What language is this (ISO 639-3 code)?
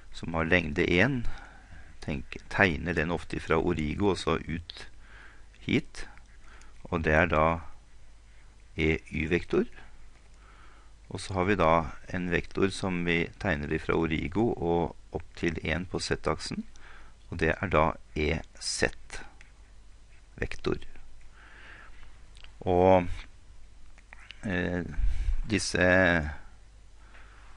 nor